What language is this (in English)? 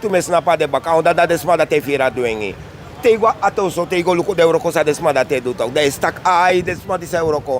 Sranan Tongo